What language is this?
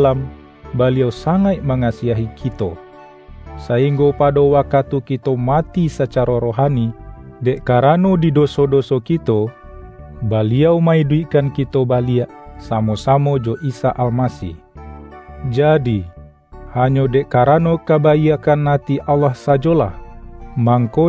Minangkabau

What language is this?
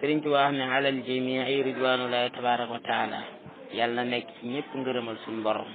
Wolof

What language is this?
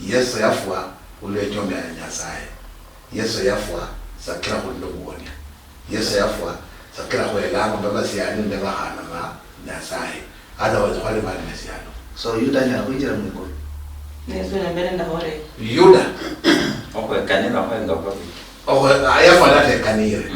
Luyia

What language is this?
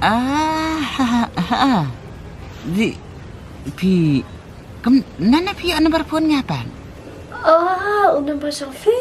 Khasi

